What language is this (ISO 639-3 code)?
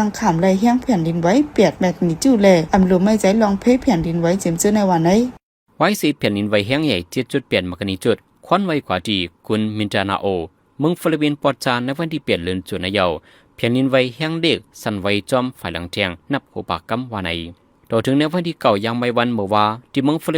shn